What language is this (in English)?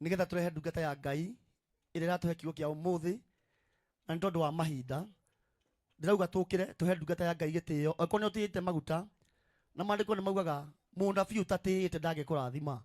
Kikuyu